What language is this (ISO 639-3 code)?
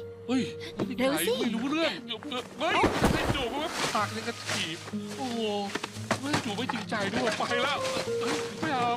tha